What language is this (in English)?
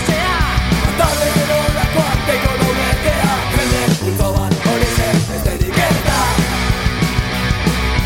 Basque